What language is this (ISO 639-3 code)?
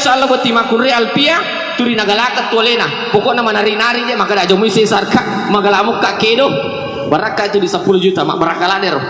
bug